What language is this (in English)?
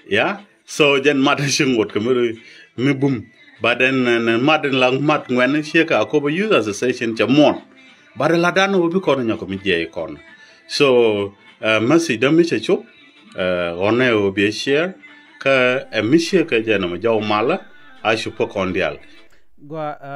Nuer